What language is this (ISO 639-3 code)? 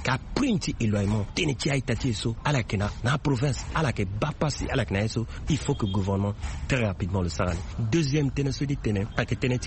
sag